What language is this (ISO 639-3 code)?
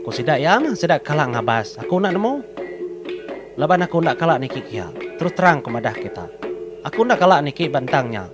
iba